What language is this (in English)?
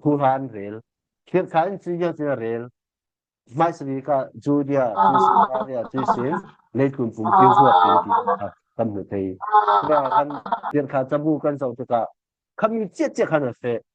Falam Chin